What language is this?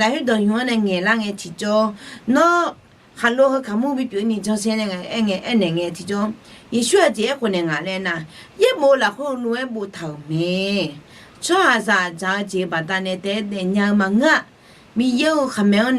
Akha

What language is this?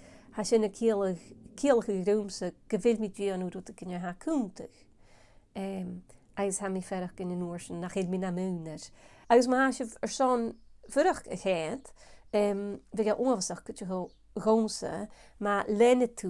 Scottish Gaelic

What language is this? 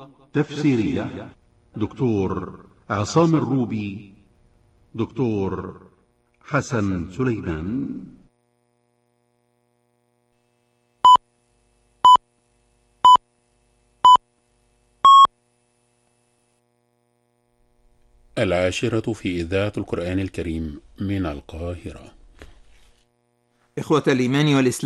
Arabic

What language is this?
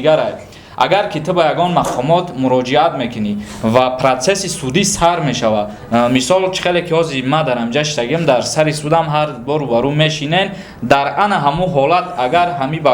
Tajik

